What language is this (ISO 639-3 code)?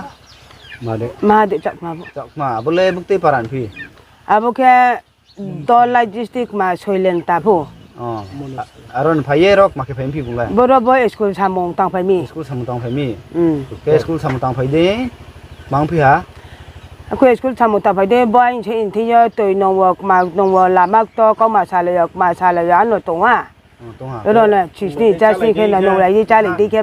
ria